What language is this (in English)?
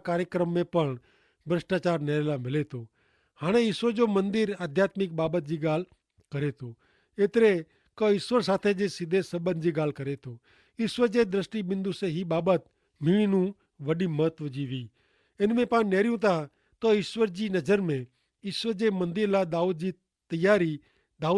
Kachhi